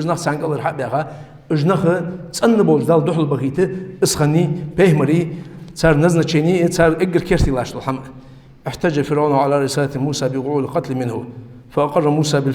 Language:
Ingush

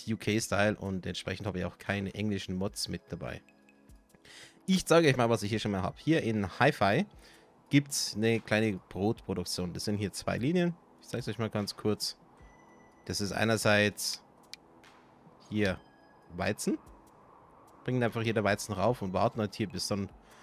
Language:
German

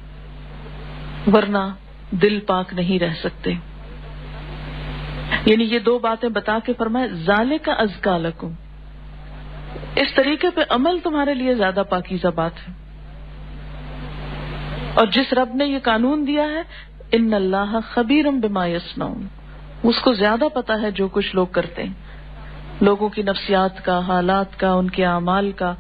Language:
Urdu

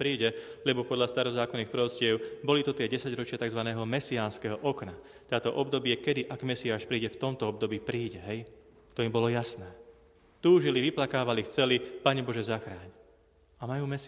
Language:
Slovak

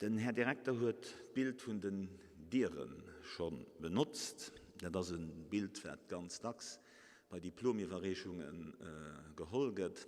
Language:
Luxembourgish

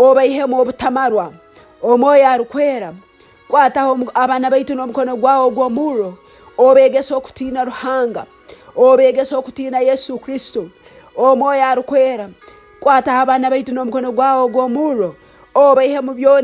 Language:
Nyoro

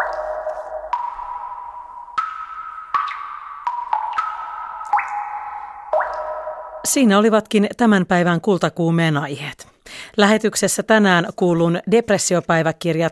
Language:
Finnish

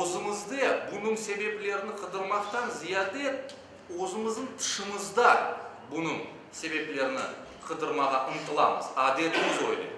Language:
Crimean Tatar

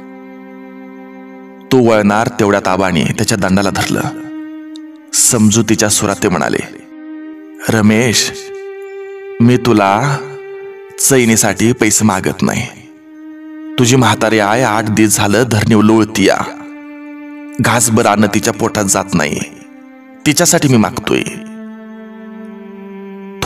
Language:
Marathi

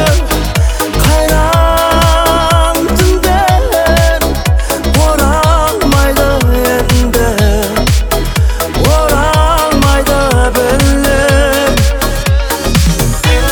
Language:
Kazakh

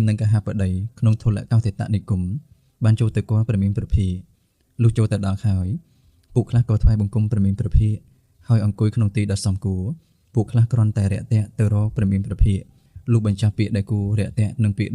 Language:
Khmer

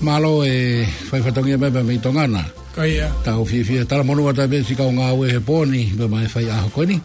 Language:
Tongan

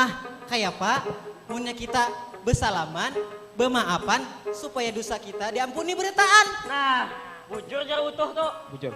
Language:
Banjar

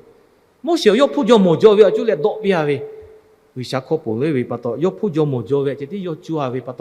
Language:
Lahu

